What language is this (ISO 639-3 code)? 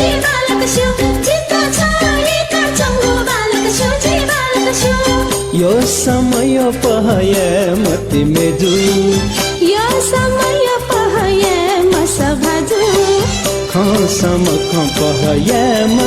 new